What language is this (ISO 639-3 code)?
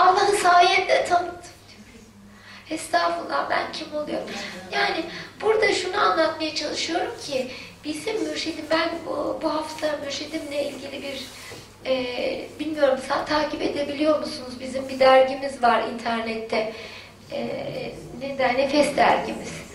tur